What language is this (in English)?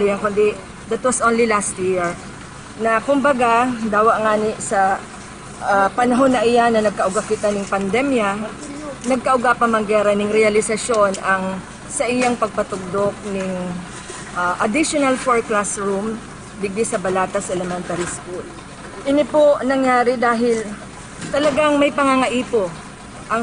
Bikol